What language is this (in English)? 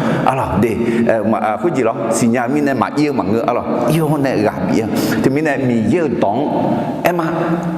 Akha